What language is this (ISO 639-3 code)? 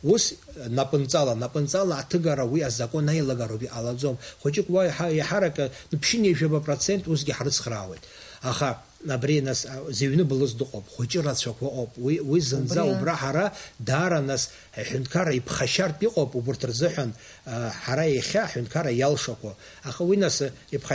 abk